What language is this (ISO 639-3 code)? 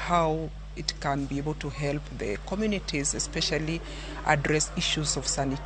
luo